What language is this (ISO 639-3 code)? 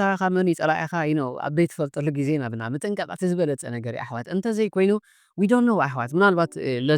tir